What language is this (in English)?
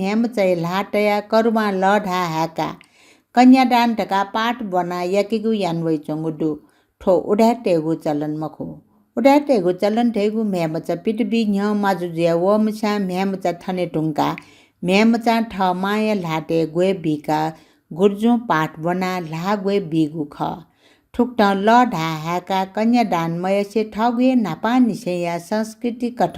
Newari